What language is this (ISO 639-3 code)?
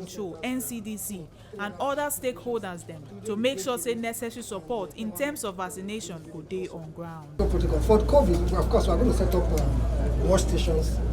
pcm